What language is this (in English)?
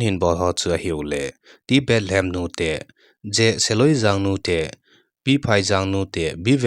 Thado Chin